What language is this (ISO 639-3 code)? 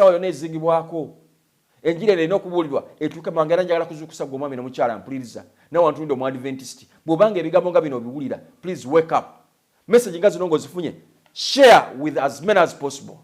lug